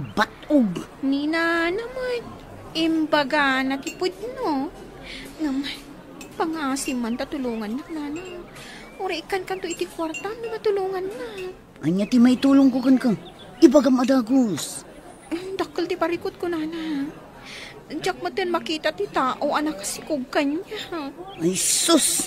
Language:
Iloko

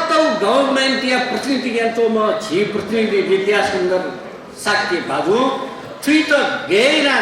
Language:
Newari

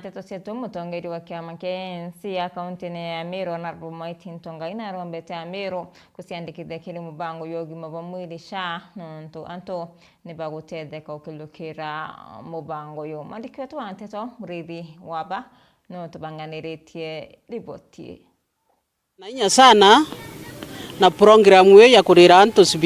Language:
Meru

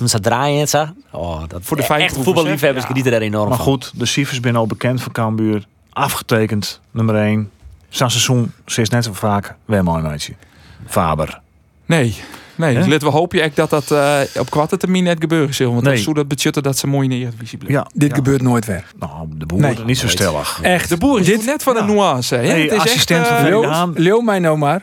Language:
Western Frisian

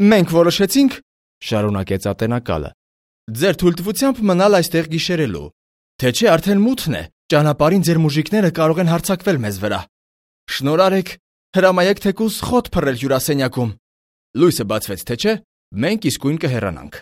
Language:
Armenian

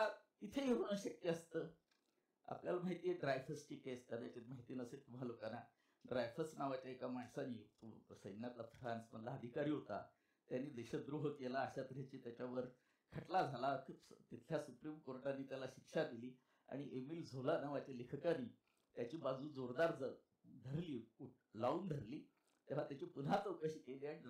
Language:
Marathi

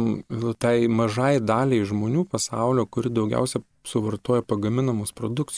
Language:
Lithuanian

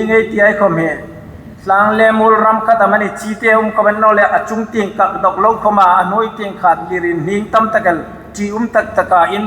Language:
Hmar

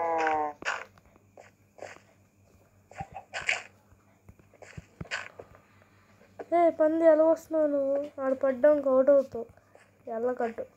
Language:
Telugu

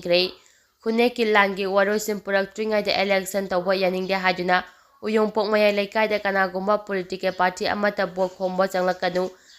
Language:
Manipuri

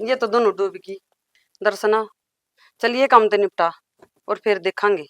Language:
Haryanvi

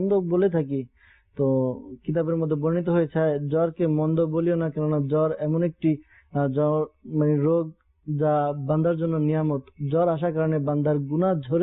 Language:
Bangla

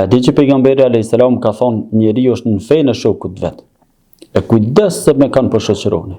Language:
Albanian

